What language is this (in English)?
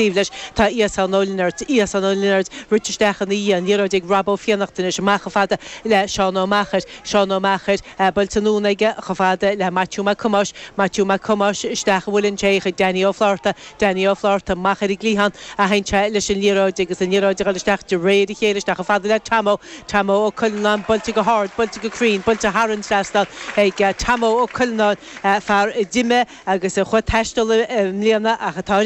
Irish